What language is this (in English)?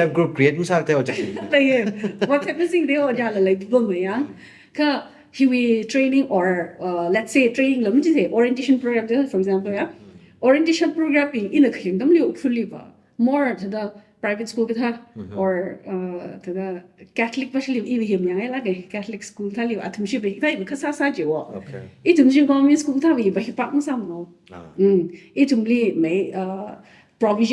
Tangkhul Naga (India)